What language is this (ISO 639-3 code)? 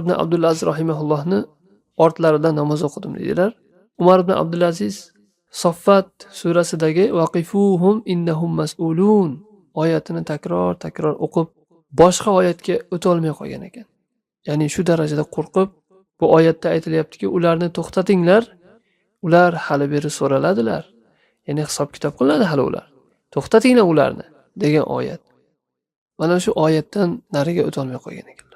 uzb